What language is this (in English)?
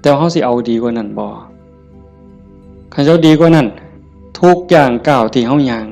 Northeastern Thai